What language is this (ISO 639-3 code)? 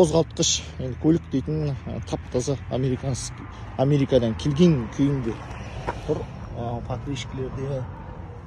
kaz